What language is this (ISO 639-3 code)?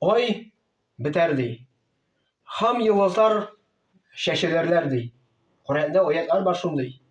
tat